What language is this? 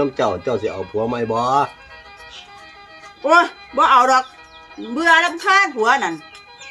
Northeastern Thai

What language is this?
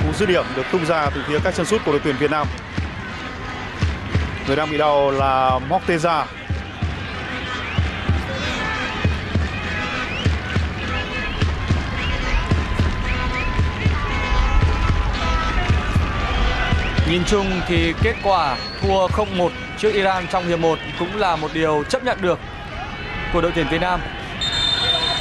Vietnamese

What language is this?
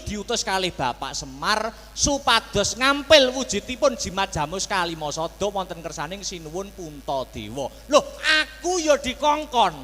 Javanese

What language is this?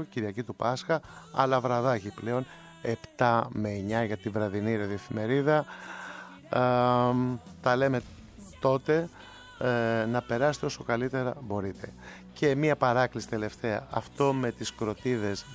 Greek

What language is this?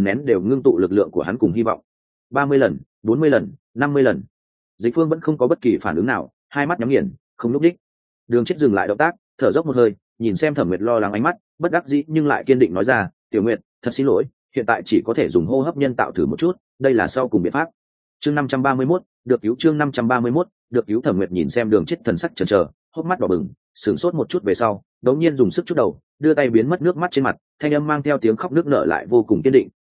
Vietnamese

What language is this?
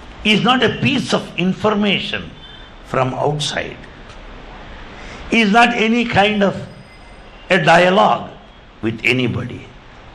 English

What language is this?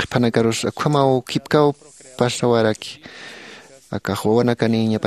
Aymara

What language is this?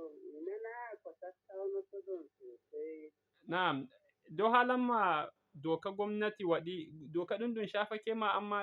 Fula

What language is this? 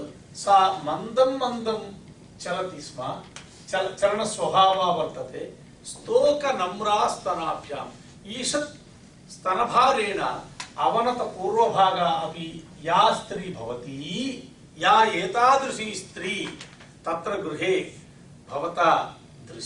Sanskrit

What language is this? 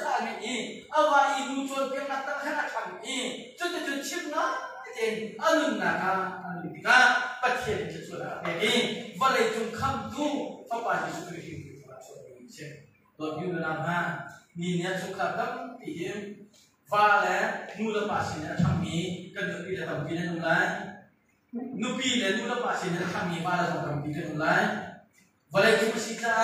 Hakha Chin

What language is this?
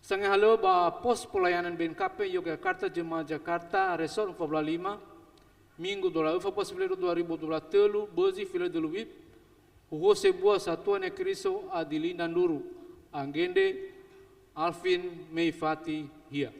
Nias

